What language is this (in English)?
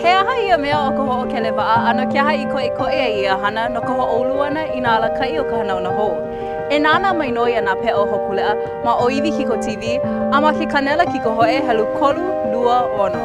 Hawaiian